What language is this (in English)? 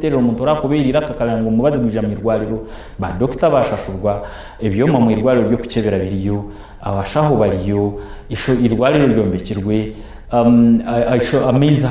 Nyankole